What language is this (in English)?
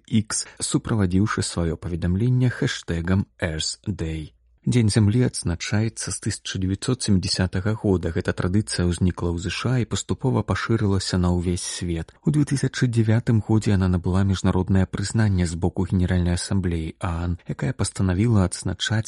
Belarusian